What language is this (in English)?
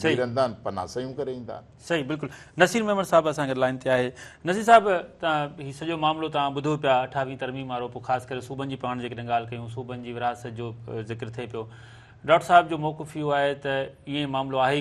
Sindhi